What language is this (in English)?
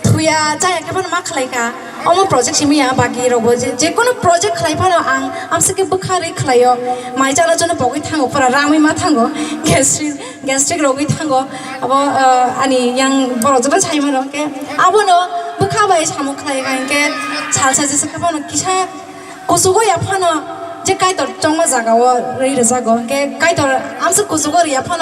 Kok Borok